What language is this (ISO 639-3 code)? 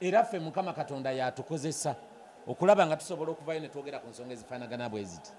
lug